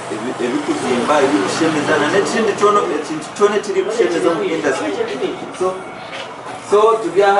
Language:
Nyankole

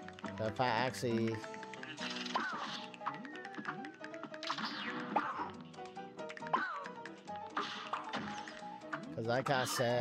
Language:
English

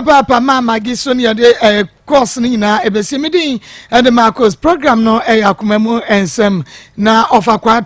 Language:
Akan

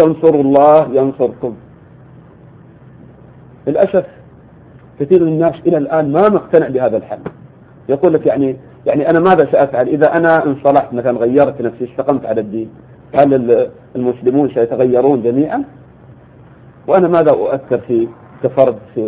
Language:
Arabic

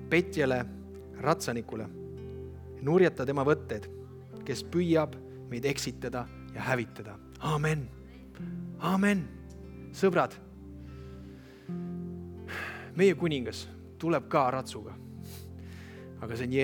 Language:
Estonian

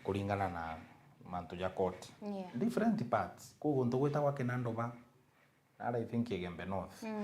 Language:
Meru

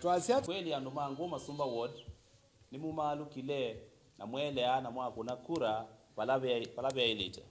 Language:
Kamba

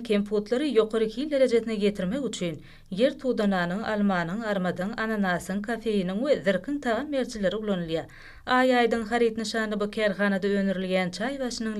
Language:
Turkmen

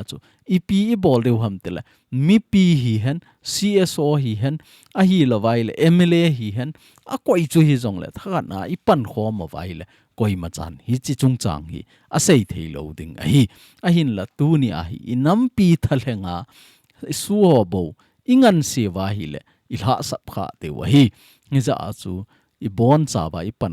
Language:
Thado Chin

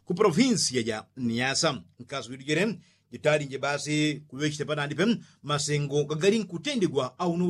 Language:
Yao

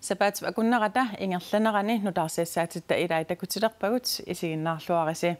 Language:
Kalaallisut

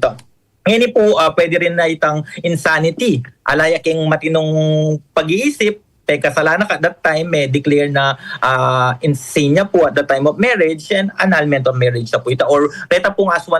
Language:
Pampanga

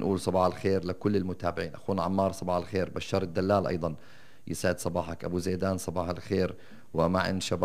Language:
North Levantine Arabic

